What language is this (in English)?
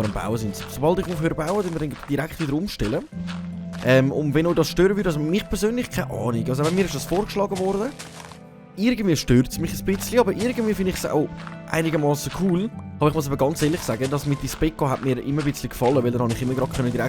Swiss German